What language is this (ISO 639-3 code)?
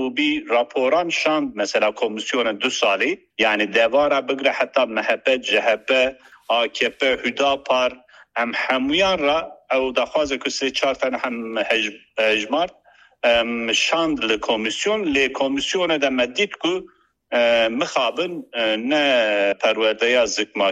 kur